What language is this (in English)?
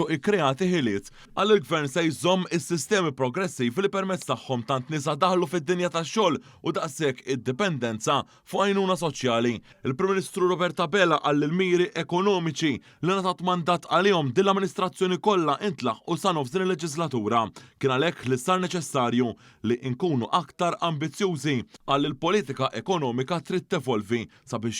Maltese